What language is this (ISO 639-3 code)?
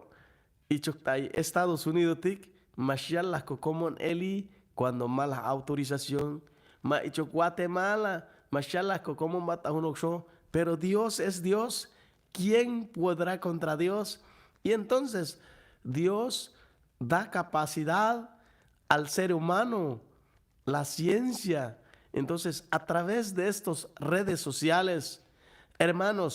cac